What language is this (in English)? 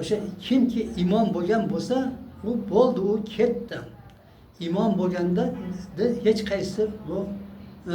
Uzbek